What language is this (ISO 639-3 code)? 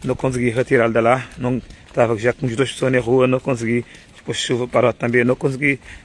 kea